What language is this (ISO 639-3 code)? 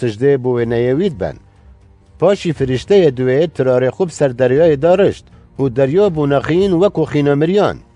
kur